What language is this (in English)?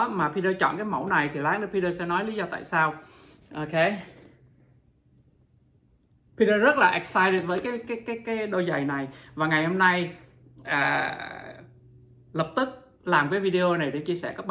Vietnamese